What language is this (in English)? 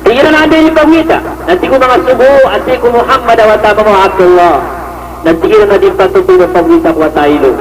Maranao